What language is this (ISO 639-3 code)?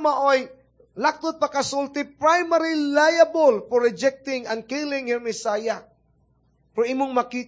ceb